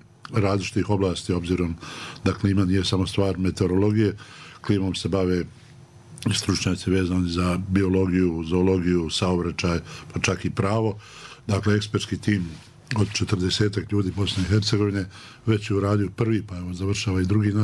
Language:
Bosnian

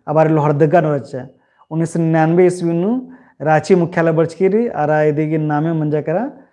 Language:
Kurukh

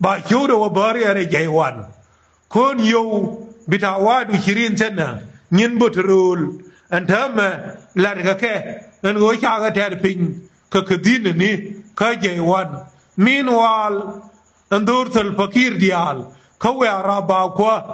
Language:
Nuer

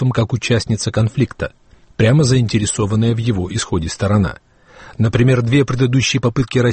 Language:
Russian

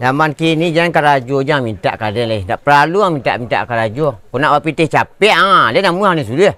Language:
Minangkabau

